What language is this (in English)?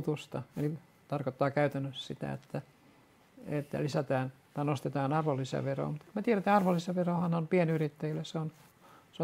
Finnish